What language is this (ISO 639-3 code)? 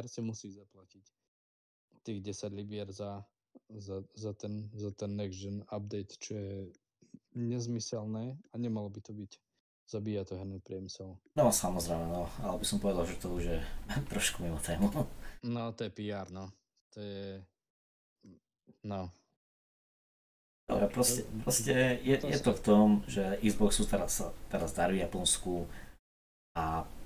slk